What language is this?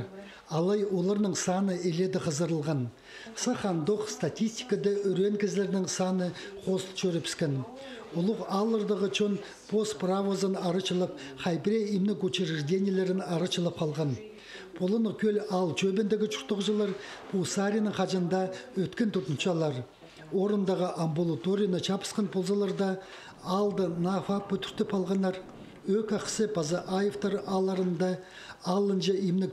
Khakas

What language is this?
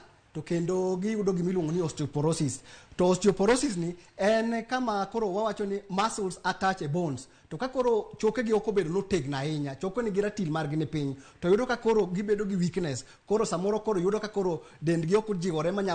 Luo (Kenya and Tanzania)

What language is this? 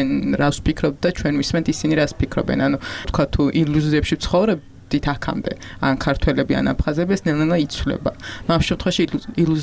Georgian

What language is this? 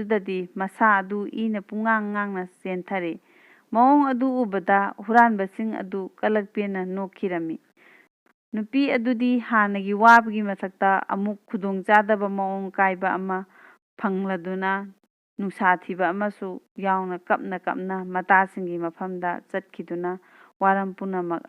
Manipuri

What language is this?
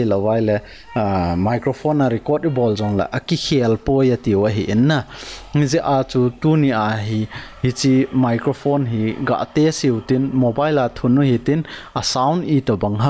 Thado Chin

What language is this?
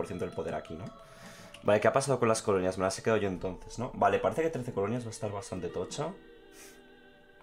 Spanish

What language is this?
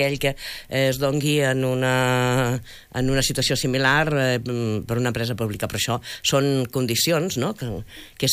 Catalan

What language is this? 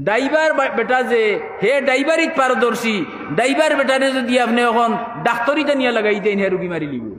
Sylheti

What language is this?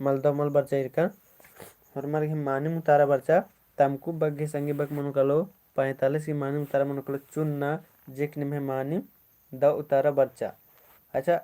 Kurukh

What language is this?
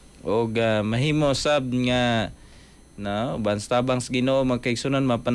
Cebuano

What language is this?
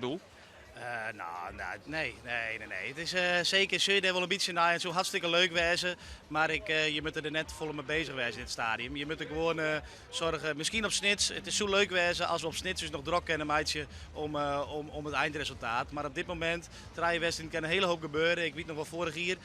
Western Frisian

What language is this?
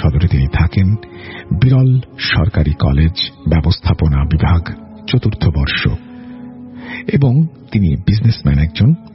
Bangla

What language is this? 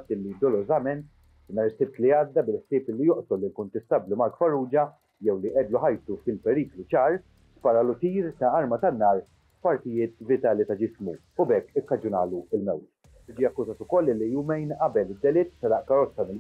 Maltese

